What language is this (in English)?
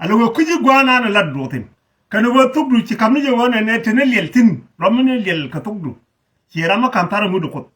Nuer